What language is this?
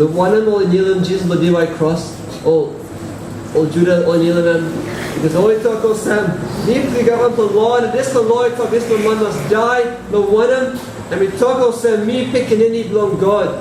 Tok Pisin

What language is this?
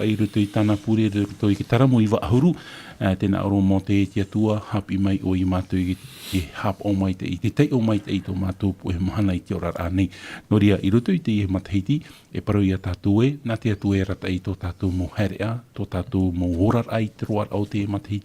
Tahitian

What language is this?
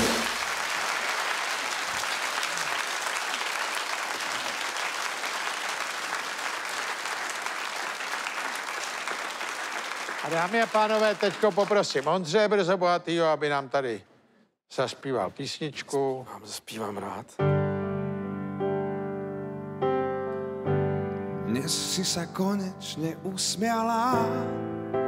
Czech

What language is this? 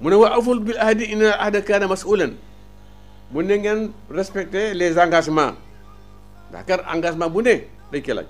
Wolof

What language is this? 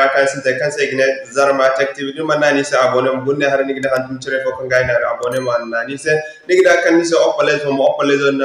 Zarma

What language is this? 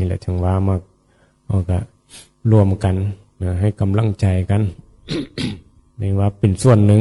Northeastern Thai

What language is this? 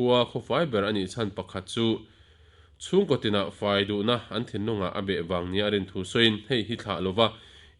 Mizo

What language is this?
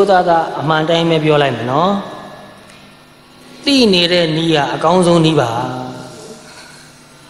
Burmese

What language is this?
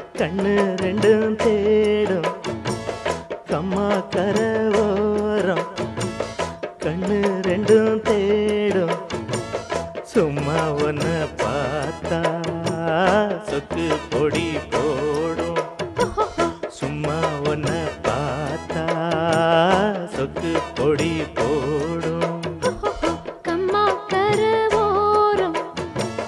Tamil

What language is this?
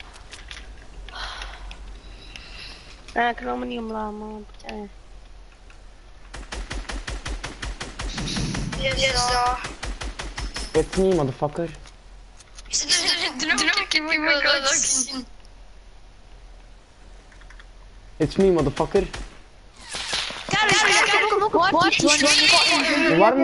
Dutch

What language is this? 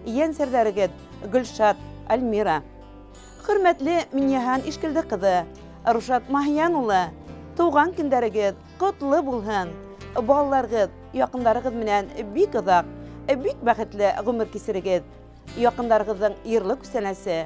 Bashkir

